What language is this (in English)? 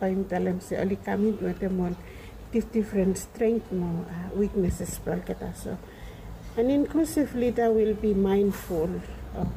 Bislama